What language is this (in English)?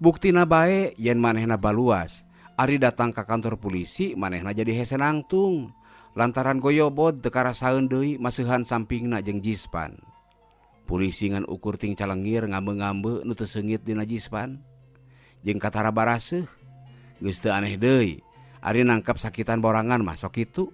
Sundanese